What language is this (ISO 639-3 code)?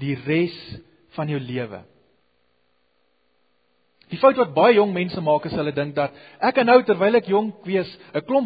afr